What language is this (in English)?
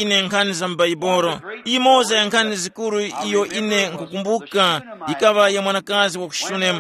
Tumbuka